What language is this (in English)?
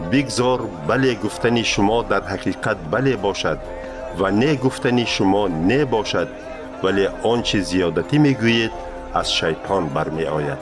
Tajik